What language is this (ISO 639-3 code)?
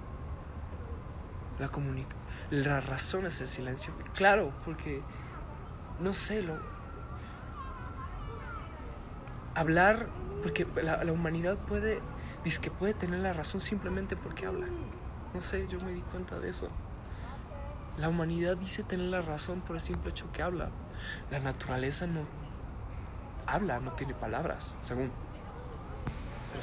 spa